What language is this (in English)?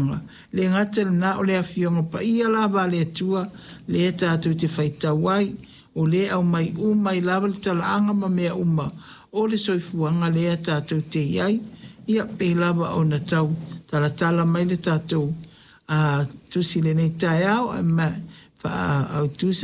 Samoan